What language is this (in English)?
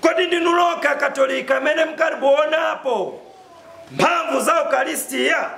Nyanja